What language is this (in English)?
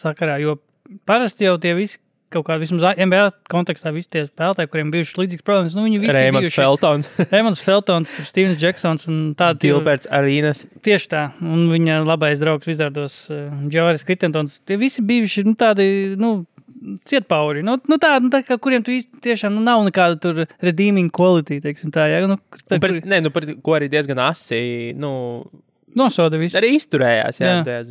Latvian